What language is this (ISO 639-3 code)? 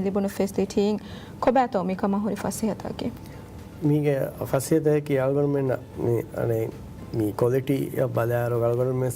div